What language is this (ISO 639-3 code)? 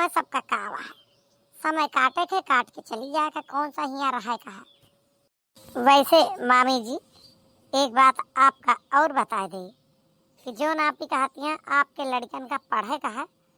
awa